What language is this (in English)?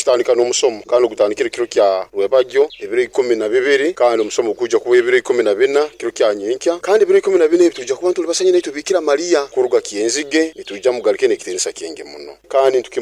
Nyoro